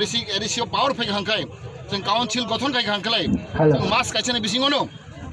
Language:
Kok Borok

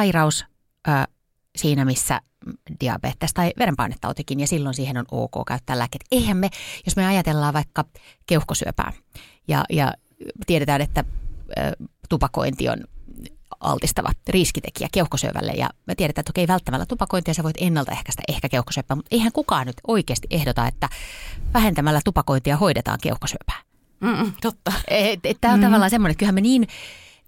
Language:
Finnish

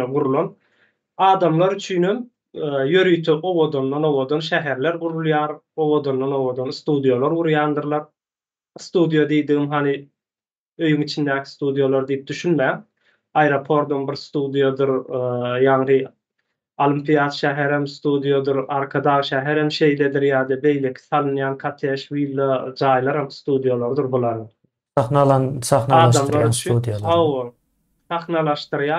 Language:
Turkmen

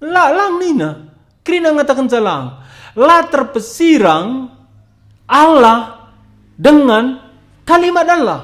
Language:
Batak Karo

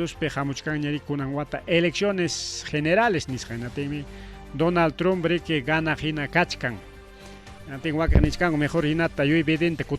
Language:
Ayacucho Quechua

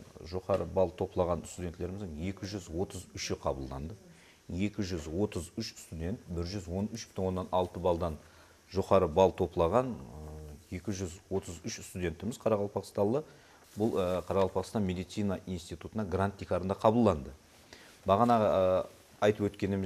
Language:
Kara-Kalpak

